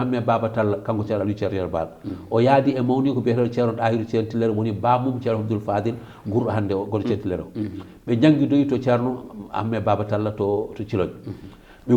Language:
Fula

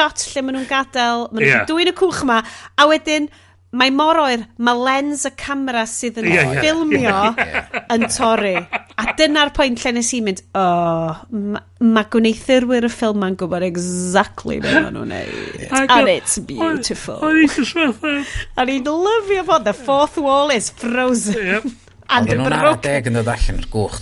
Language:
Welsh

